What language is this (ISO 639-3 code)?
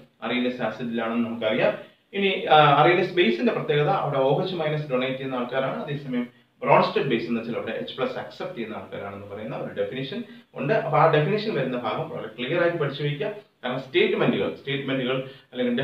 mal